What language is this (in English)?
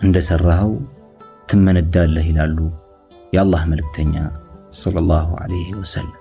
Amharic